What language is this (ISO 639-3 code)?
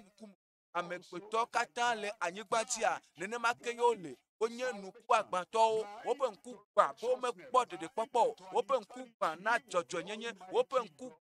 ewe